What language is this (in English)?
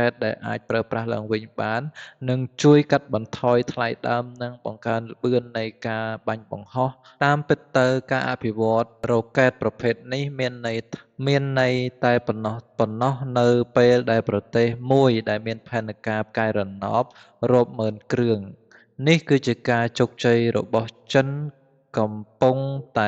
Khmer